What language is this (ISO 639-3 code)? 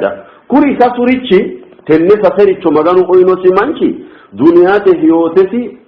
sid